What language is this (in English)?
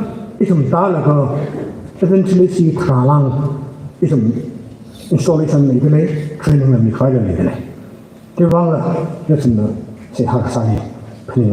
Tangkhul Naga (India)